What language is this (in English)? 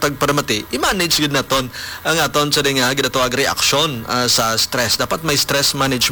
Hiligaynon